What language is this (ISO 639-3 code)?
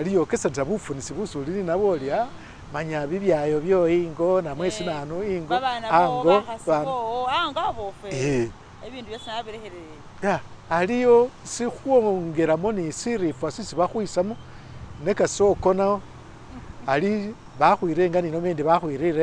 myx